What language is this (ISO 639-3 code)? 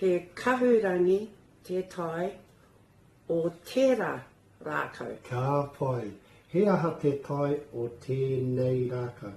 mri